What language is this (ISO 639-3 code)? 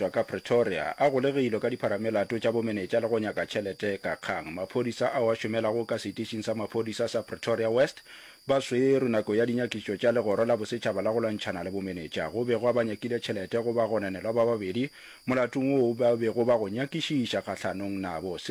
nso